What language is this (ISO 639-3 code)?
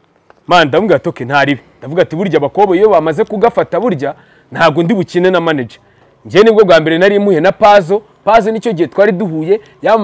kin